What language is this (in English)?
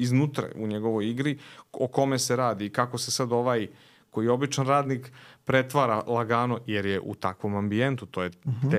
Serbian